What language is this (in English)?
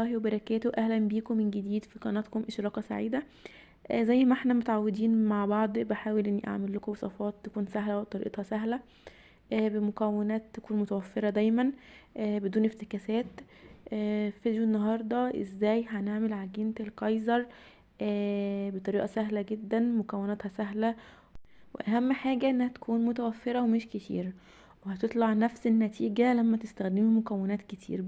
Egyptian Arabic